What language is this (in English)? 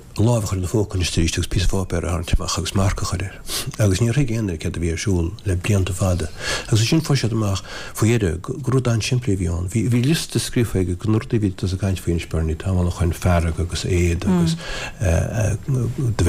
Irish